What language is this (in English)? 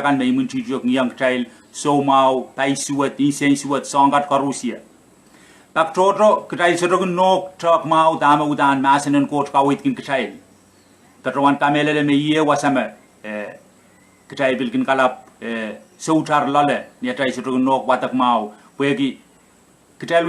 Pohnpeian